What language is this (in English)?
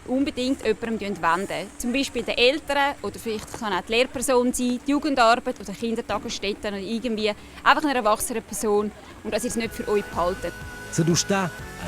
Romansh